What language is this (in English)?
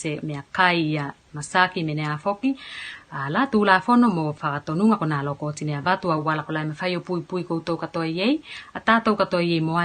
Tuvalu